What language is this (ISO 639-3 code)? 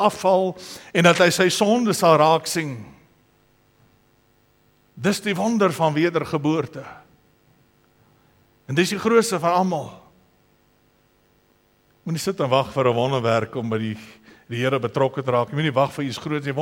afr